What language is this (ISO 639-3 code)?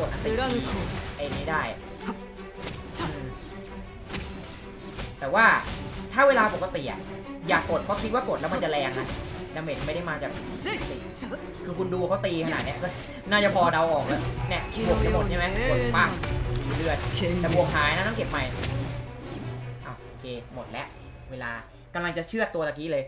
tha